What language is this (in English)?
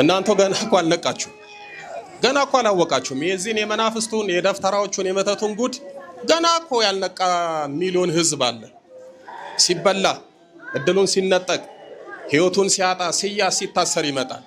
Amharic